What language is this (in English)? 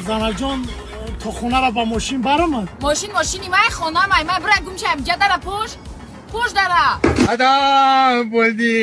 Tajik